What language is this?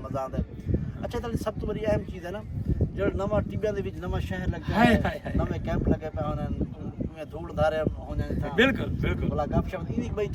Saraiki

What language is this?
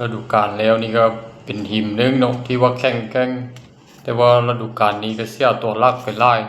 Lao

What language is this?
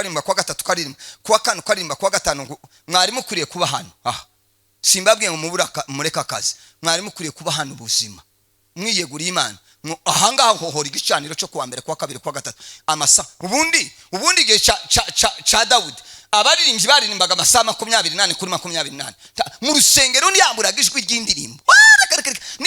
Kinyarwanda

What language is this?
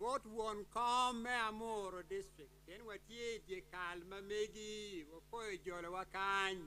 Acoli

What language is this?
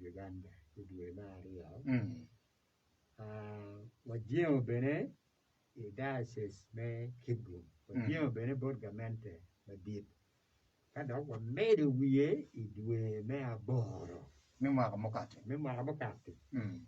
Acoli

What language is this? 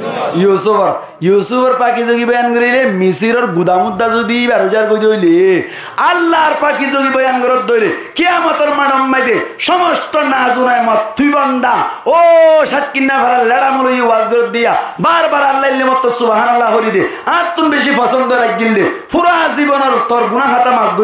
Rohingya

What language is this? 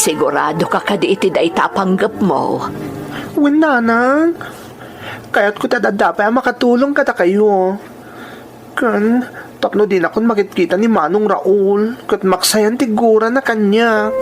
Iloko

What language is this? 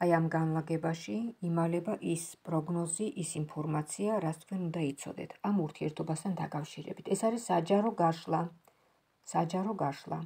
Georgian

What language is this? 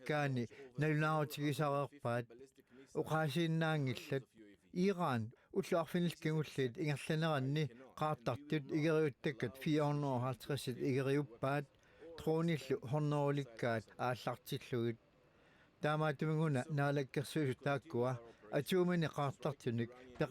Kalaallisut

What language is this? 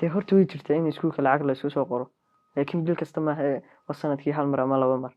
Somali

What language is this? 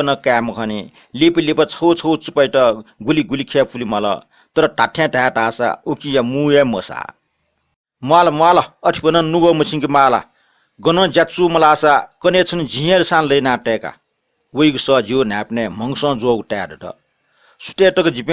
Newari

